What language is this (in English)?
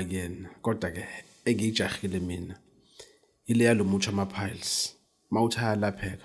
Zulu